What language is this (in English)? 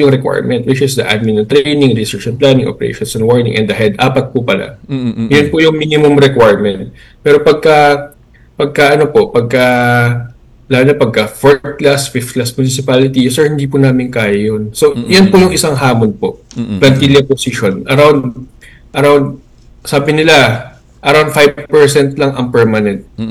Filipino